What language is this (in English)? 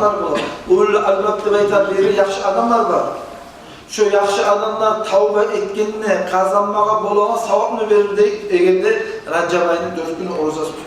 Kumyk